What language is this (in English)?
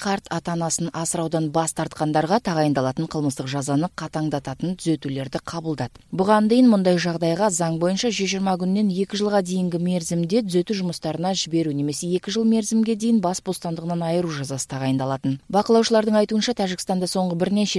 Kyrgyz